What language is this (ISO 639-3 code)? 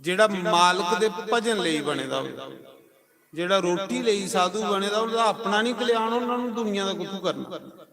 doi